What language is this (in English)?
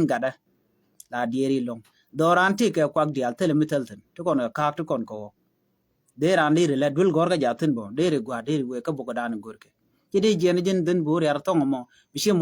Nuer